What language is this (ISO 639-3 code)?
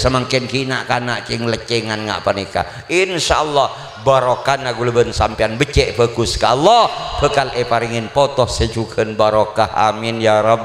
mad